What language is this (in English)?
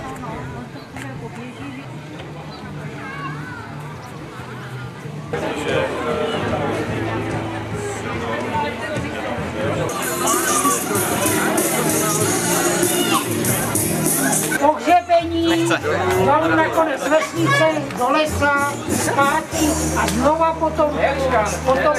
Czech